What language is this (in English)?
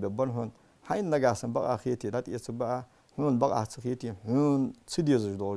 Ingush